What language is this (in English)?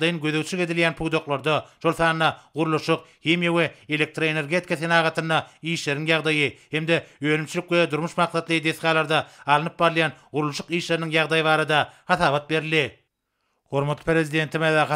Turkmen